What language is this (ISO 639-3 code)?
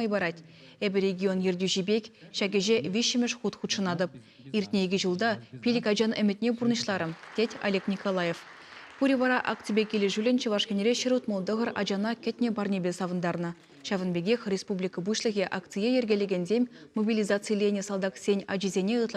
chv